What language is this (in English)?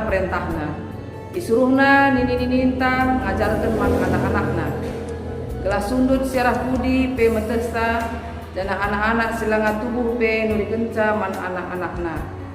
Batak Karo